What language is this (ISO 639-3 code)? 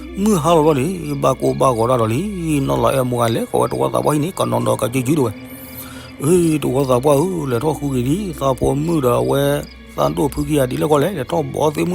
ksw